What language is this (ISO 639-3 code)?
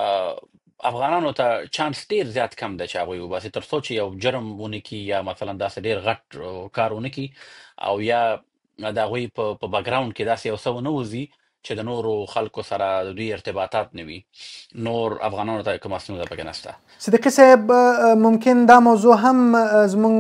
pus